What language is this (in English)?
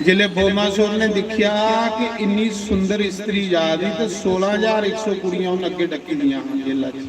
Dogri